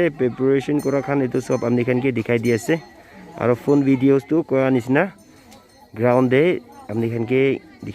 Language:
Naga Pidgin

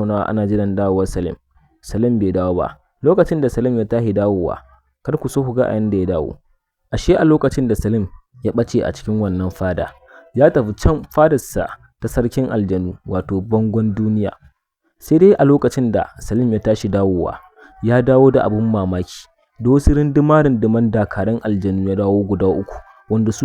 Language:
Hausa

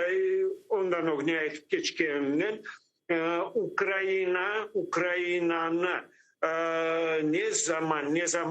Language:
Crimean Tatar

